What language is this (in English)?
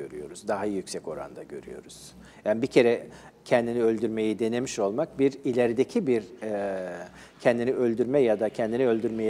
Turkish